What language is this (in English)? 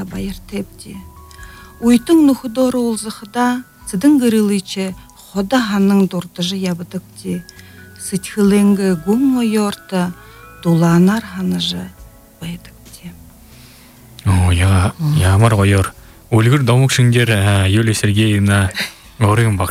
Buriat